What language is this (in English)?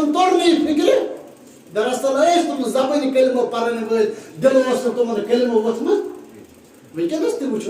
Kashmiri